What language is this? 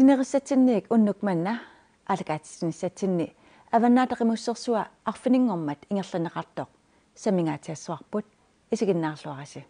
Kalaallisut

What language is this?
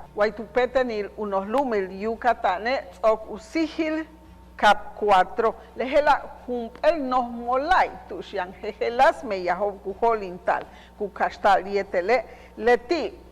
Yucateco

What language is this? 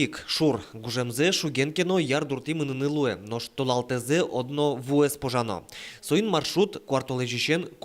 Udmurt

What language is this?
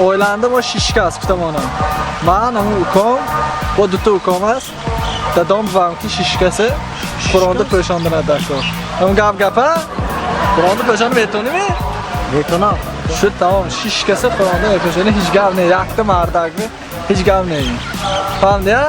Tajik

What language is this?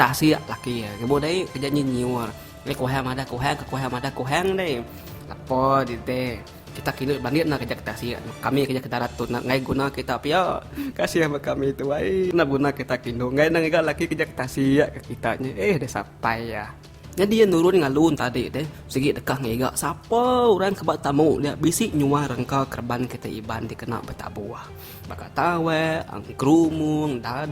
Iban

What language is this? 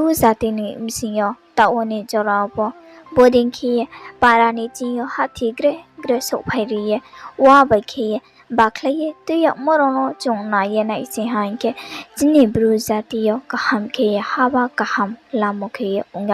Riang (India)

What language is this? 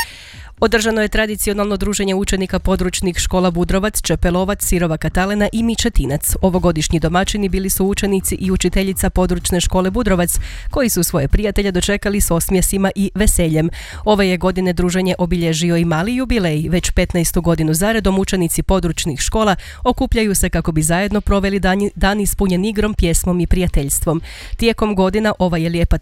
Croatian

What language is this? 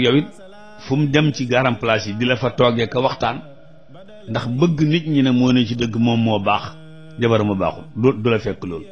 Wolof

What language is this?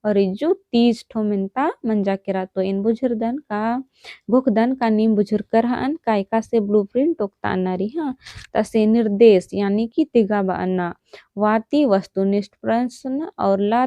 Kurukh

